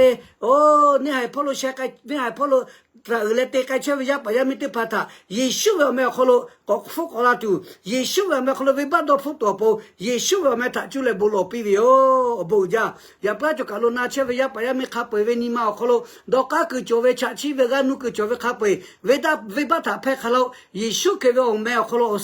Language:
Lahu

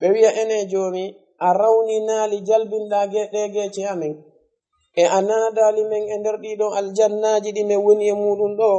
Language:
Fula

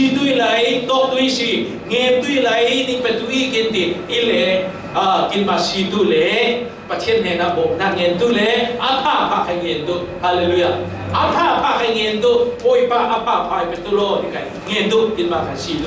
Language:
Falam Chin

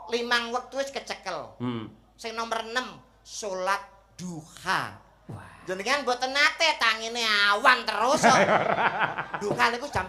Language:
Javanese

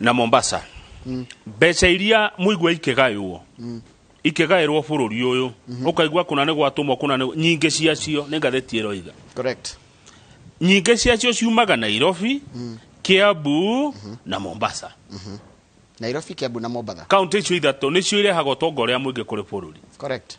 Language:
Kikuyu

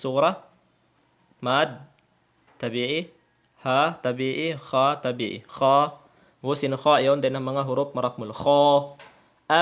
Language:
Tausug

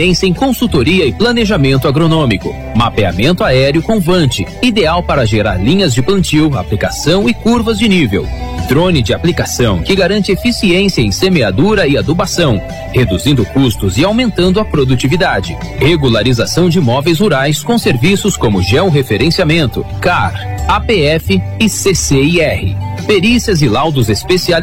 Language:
Portuguese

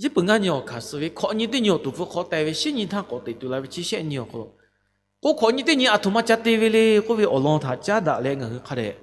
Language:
Lahu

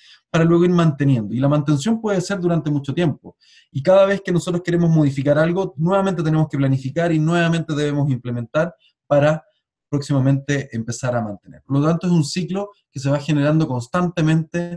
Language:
Spanish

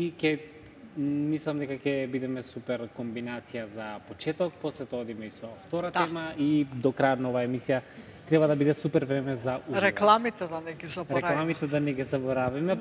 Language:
Macedonian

